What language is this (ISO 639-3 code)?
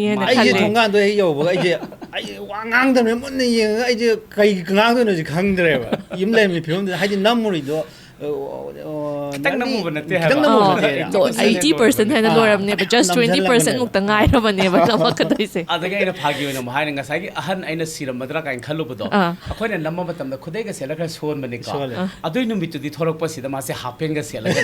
mni